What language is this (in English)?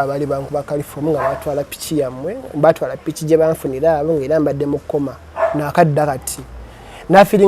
Ganda